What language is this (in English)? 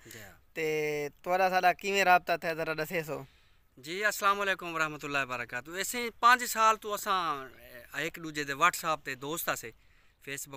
Saraiki